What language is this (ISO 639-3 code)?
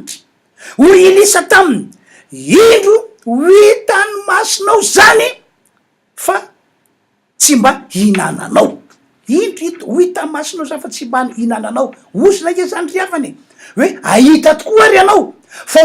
mlg